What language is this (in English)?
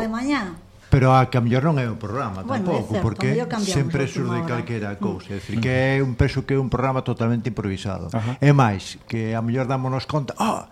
Galician